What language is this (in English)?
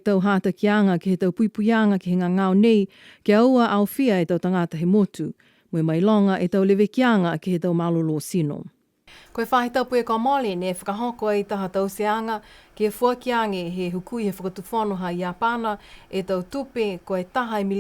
Niuean